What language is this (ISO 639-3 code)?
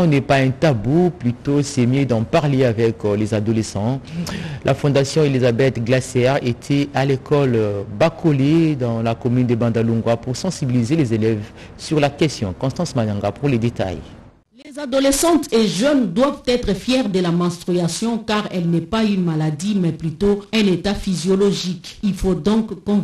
fra